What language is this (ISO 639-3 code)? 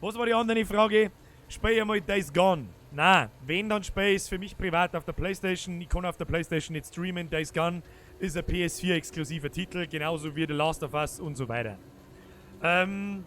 bar